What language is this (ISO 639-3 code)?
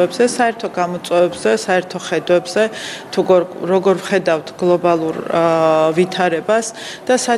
kat